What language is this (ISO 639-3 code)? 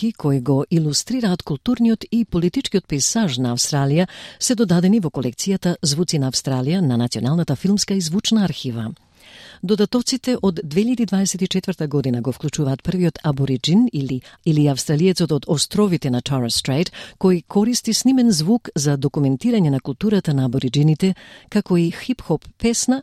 mkd